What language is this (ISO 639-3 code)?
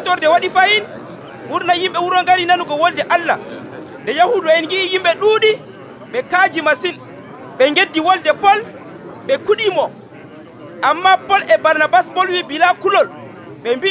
fuv